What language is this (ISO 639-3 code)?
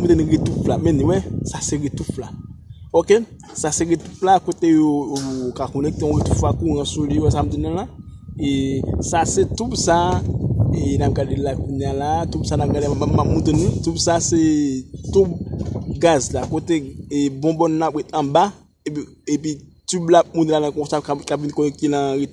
hat